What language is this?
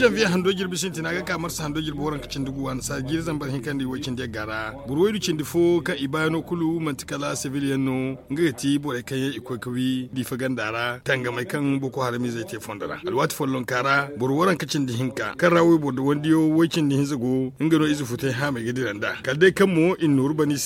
Zarma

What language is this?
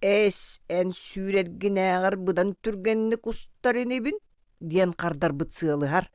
Yakut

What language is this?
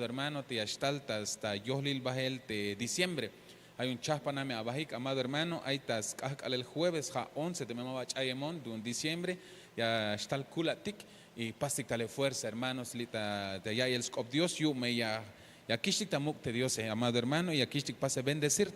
Tzeltal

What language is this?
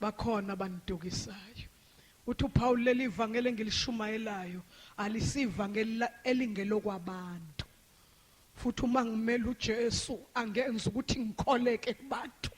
Zulu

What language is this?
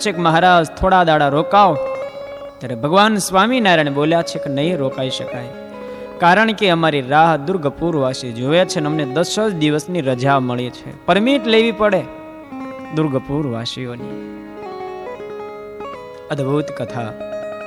Gujarati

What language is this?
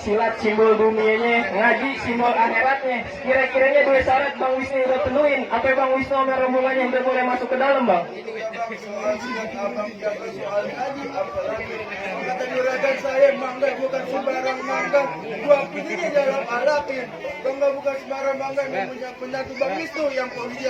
Betawi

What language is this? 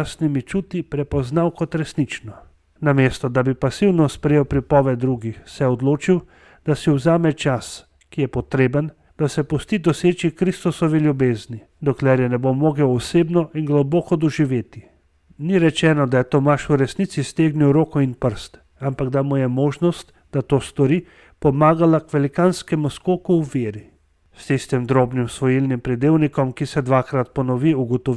Slovenian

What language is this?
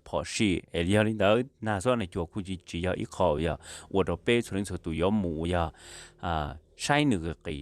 Hmong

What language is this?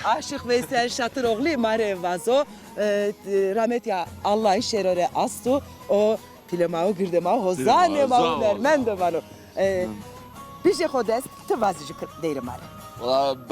Zaza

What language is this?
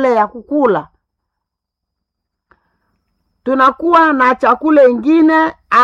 Swahili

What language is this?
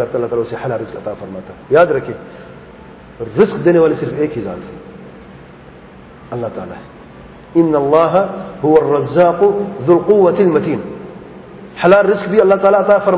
Urdu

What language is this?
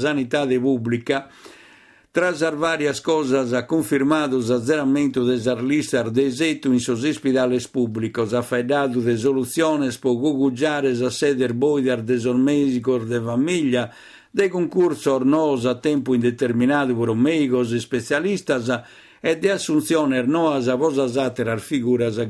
Sardinian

